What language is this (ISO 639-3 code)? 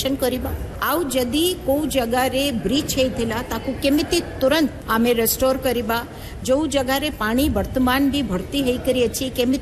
ori